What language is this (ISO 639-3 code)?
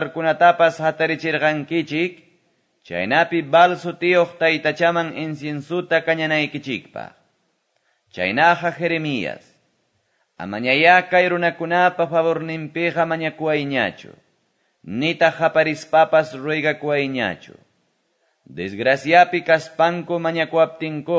que